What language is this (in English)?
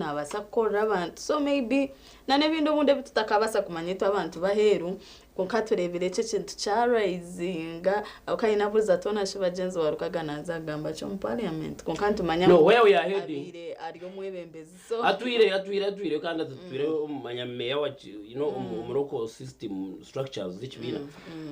Nyankole